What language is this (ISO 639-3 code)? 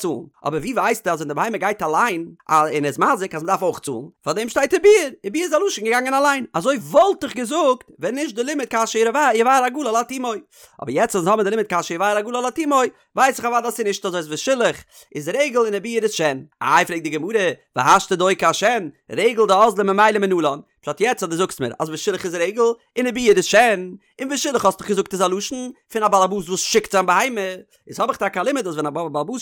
yid